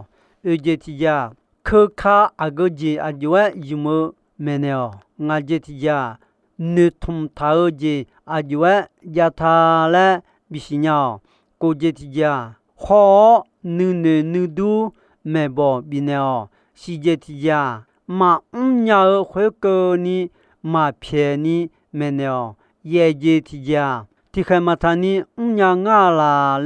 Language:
Akha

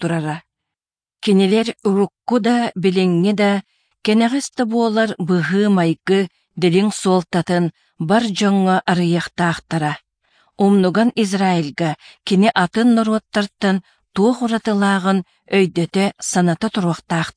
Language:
Yakut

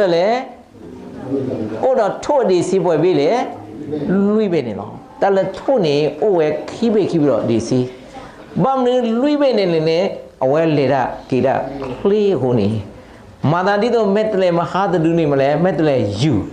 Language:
S'gaw Karen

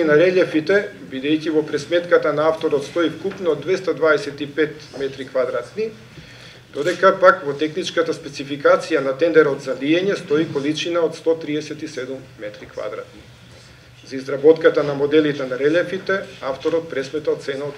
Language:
Macedonian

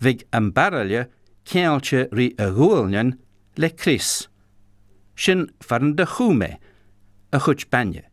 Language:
Scottish Gaelic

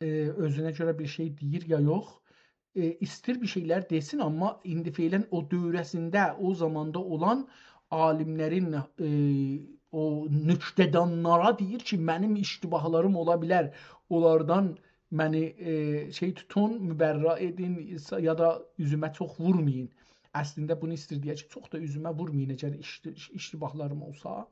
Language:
South Azerbaijani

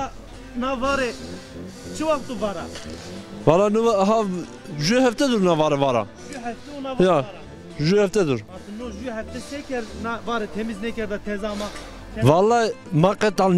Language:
Zaza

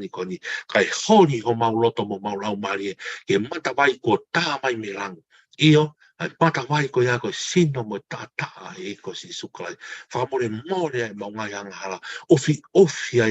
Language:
Tongan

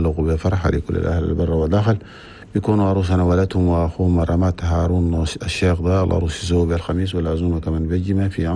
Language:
Chadian Arabic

